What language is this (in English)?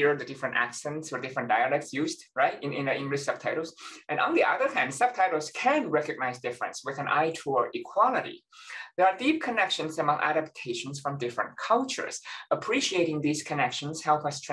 English